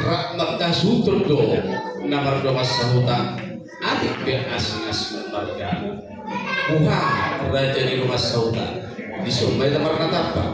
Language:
Batak Toba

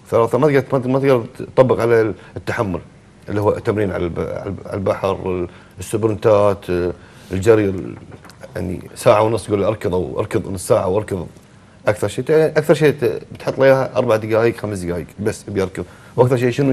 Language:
Gulf Arabic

